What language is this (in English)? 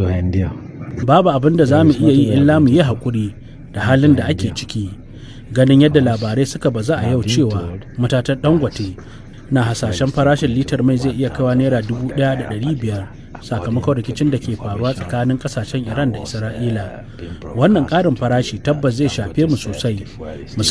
Hausa